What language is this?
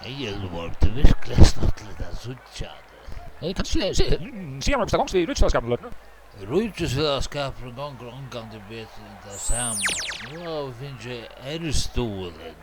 Faroese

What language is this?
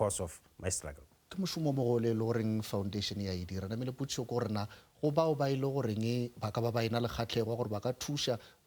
Northern Sotho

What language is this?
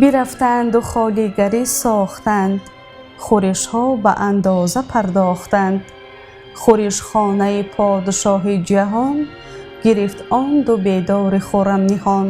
Tajik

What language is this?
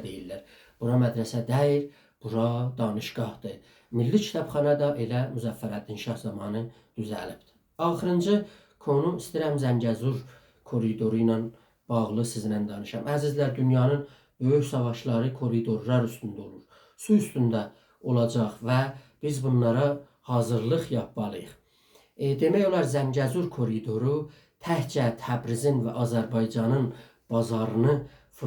South Azerbaijani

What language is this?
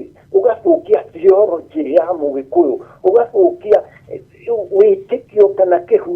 Kikuyu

